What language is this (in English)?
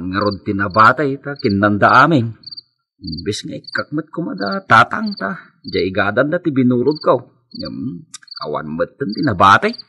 Iloko